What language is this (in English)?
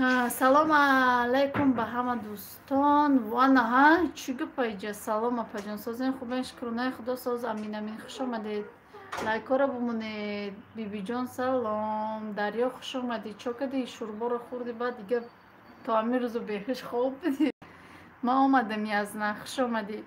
Tajik